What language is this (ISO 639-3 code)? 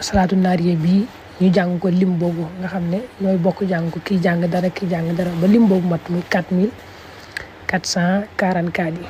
wol